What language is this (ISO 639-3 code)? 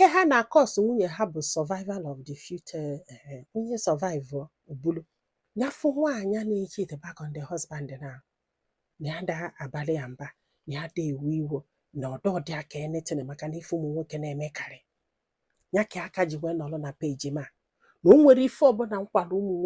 ibo